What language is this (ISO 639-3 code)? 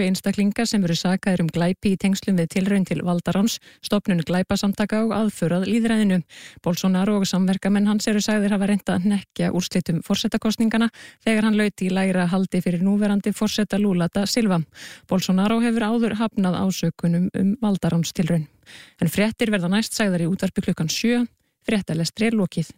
isl